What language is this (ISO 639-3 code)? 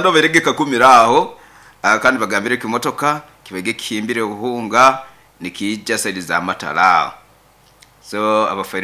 nyo